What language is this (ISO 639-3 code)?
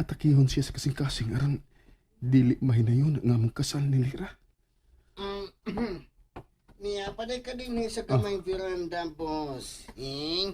ceb